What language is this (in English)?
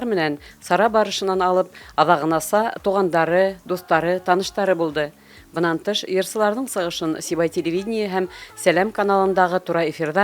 Bashkir